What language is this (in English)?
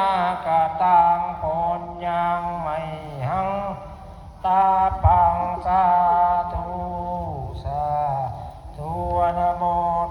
Pali